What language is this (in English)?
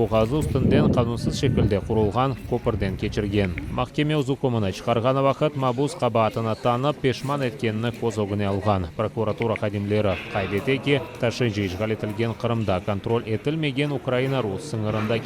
Crimean Tatar